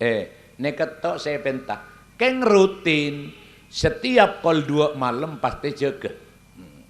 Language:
Madurese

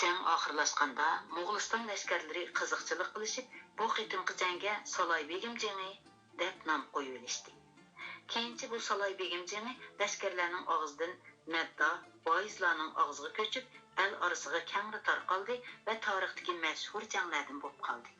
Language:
Uyghur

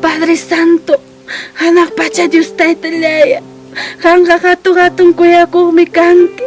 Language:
Ayacucho Quechua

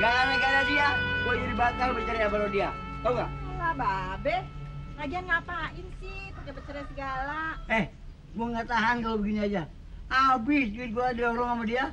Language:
Betawi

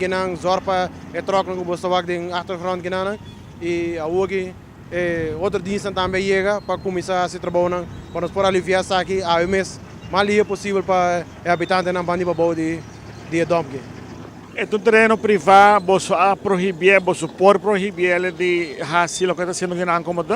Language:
Papiamento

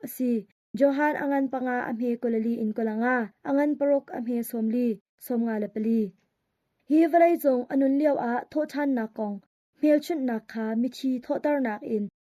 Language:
Hakha Chin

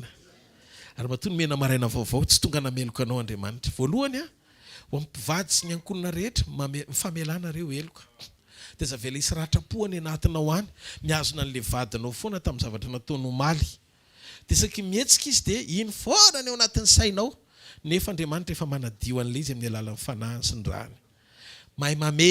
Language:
Malagasy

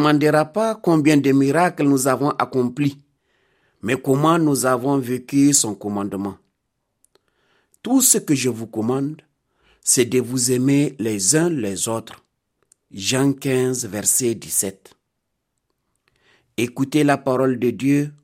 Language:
French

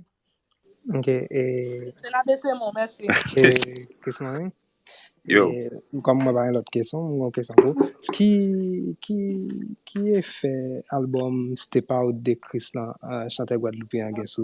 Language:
Haitian Creole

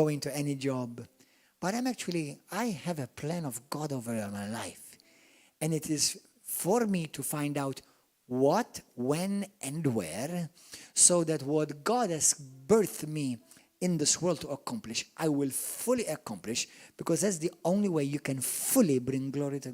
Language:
English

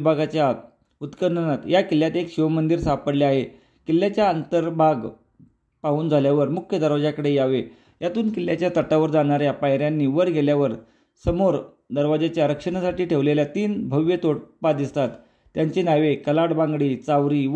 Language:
Marathi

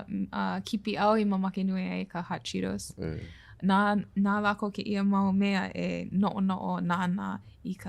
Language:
Hawaiian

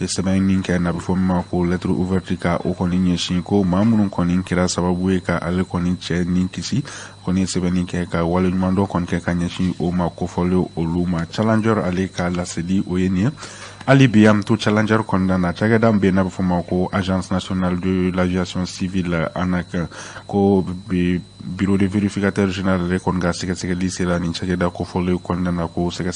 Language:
Bambara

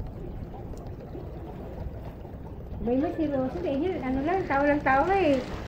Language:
Filipino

